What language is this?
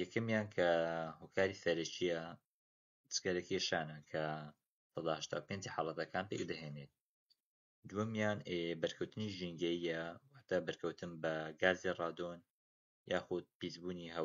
Central Kurdish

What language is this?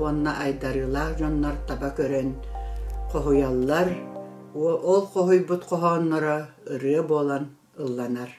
Yakut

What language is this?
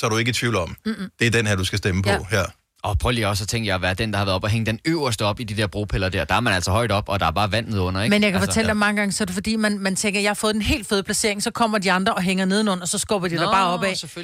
Danish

